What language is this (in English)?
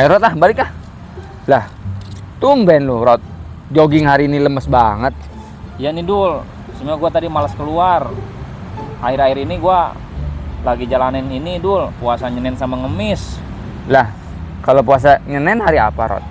Betawi